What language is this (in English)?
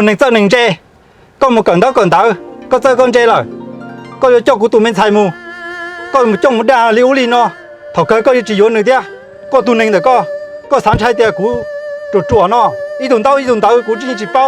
Hmong